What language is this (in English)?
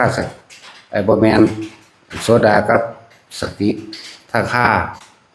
Lao